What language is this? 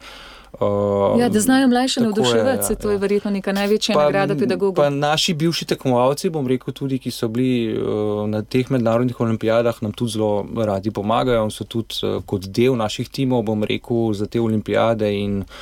Slovenian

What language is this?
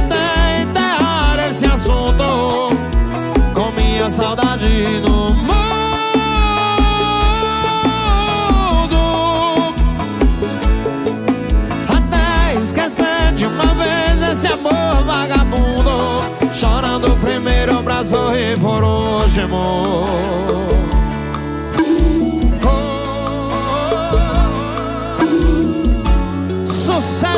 Portuguese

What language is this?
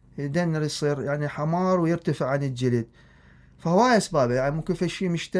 Mesopotamian Arabic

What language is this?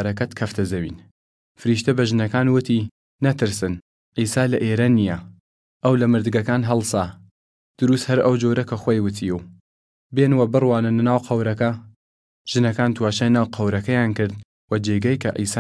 Southern Kurdish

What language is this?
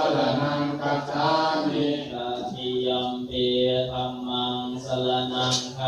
Pali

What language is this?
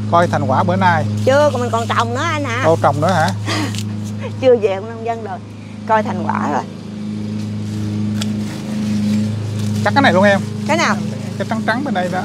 Vietnamese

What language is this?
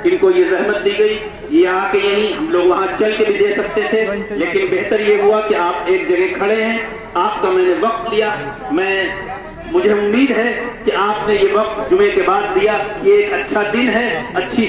Urdu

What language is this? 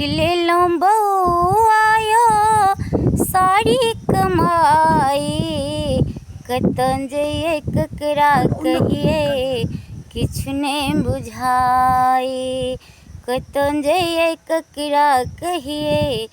Maithili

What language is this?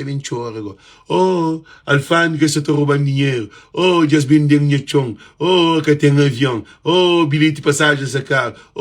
Kabuverdianu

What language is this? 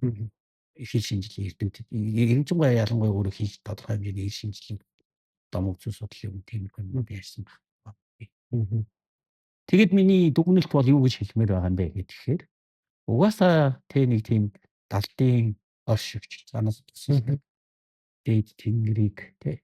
Mongolian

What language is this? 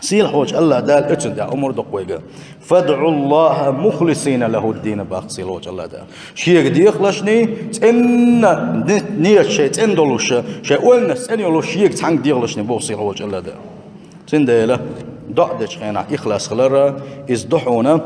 Chechen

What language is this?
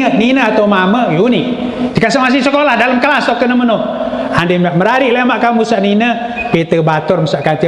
Sasak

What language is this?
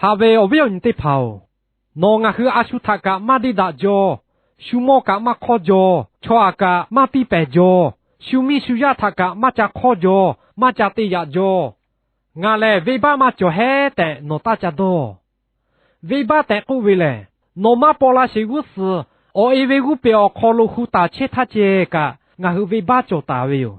Lahu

